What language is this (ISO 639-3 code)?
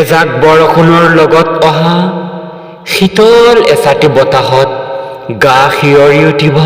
asm